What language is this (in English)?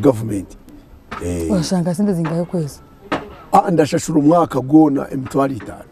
Nyankole